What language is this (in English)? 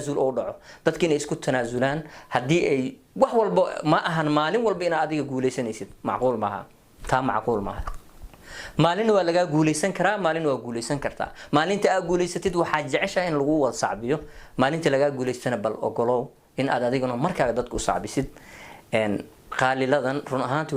Somali